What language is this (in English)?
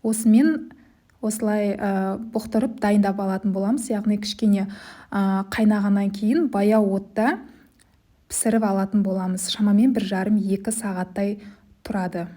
Kazakh